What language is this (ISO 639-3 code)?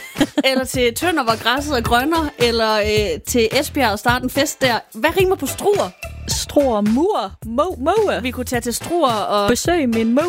dan